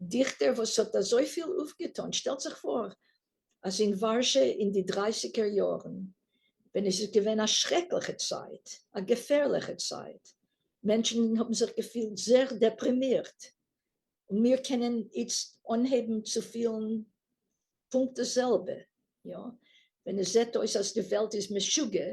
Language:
Yiddish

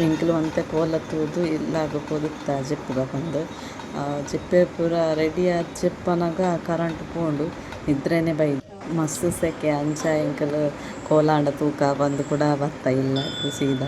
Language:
Tulu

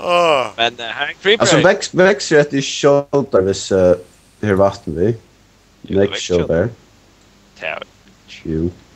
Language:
Faroese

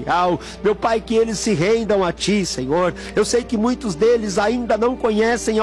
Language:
Portuguese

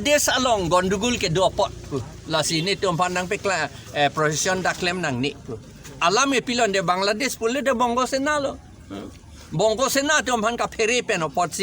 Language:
Karbi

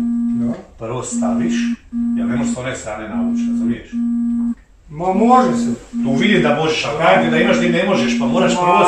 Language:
Croatian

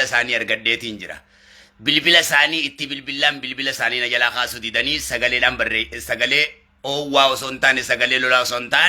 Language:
Oromo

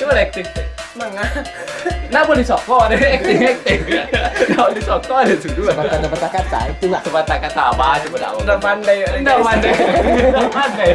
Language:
Minangkabau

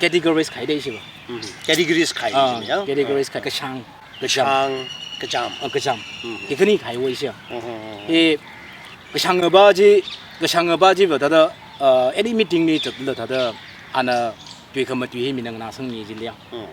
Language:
Tangkhul Naga (India)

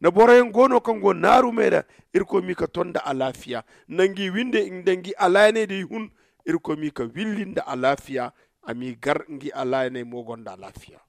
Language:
Zarma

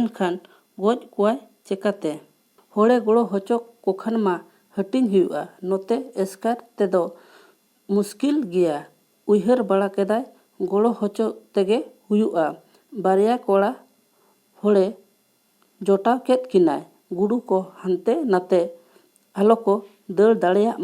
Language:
Santali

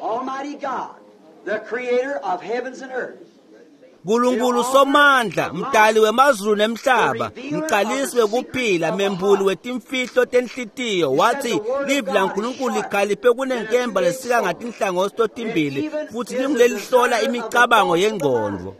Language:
Swati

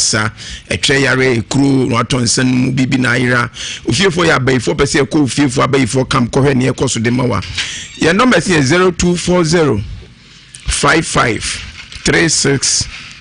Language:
Akan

